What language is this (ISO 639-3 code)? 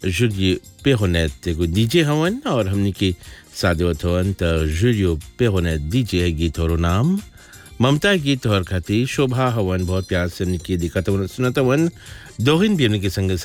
bho